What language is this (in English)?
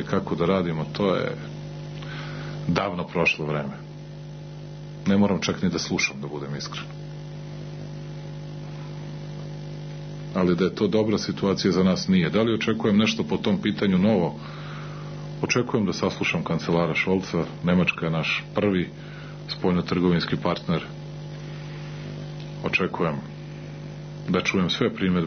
Serbian